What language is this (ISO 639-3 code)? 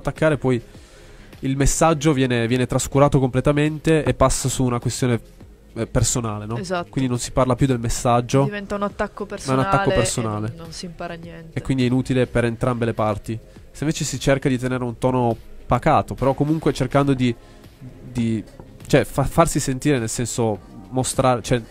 ita